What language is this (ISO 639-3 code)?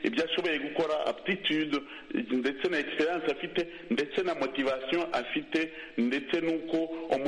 kin